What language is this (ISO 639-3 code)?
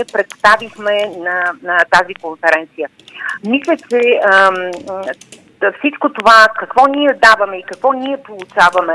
bul